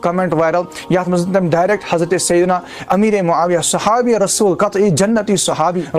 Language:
Kashmiri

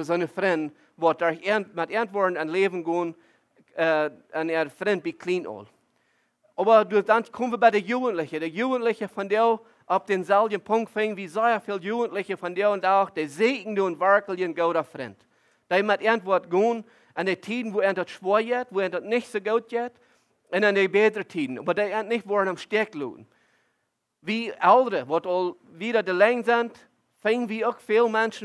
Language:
Plautdietsch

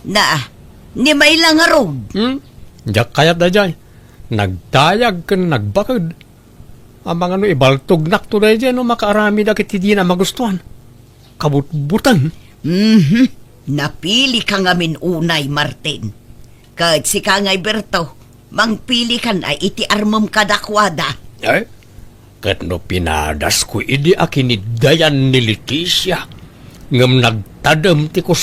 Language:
Iloko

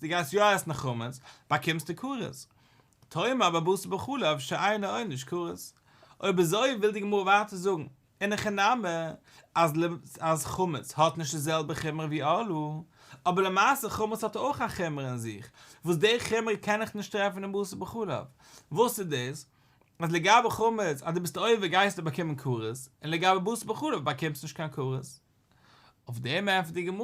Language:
Yiddish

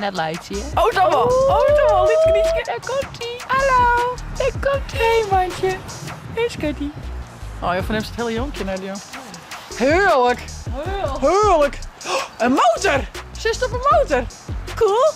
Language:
Western Frisian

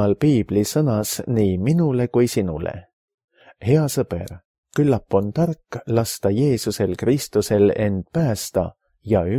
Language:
Estonian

